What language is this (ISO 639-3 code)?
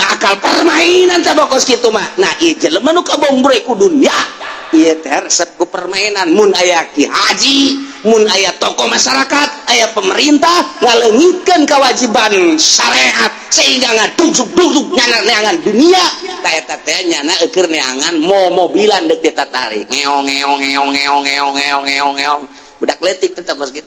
sun